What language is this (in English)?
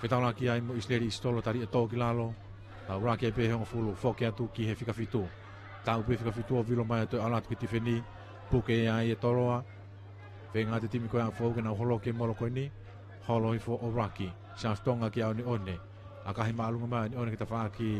Tongan